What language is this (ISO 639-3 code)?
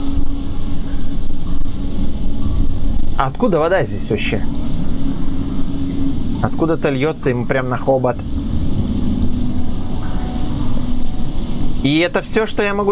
rus